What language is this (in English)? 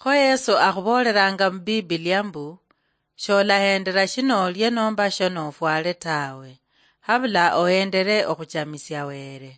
Luyia